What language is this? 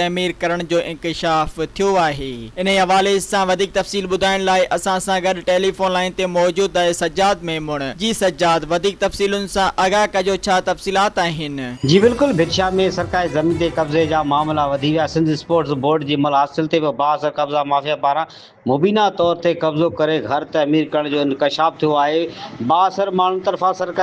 Sindhi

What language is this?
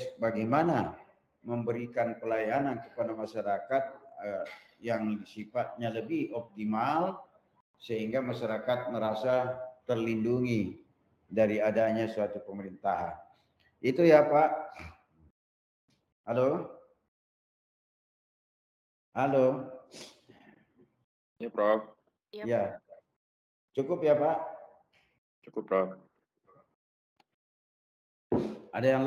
Indonesian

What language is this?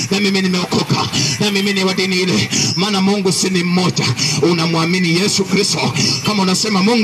Swahili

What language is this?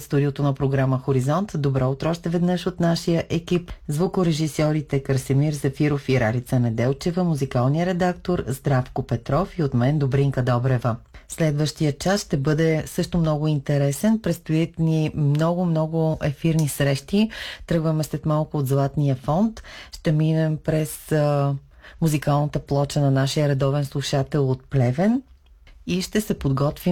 Bulgarian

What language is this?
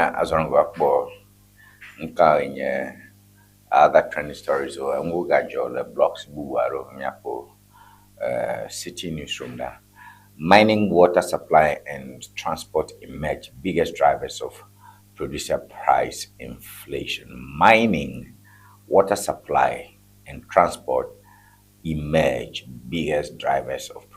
Ewe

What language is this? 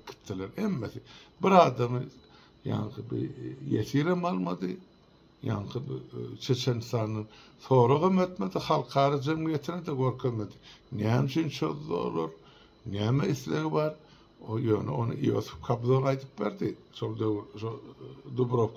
Turkmen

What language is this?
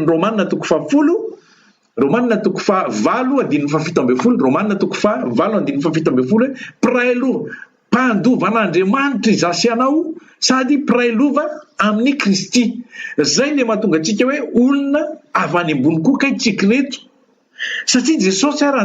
Malagasy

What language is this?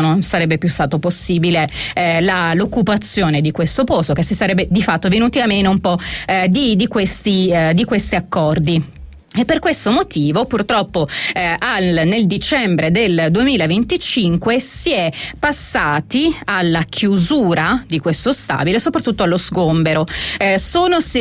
Italian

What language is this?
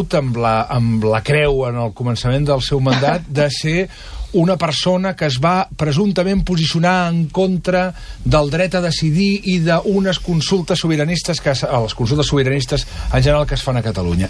Catalan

